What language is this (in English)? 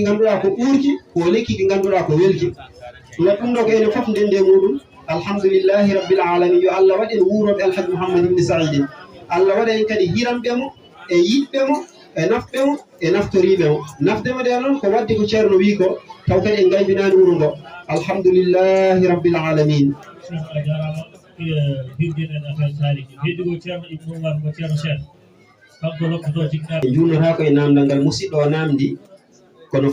Fula